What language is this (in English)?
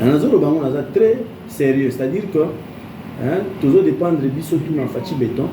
Lingala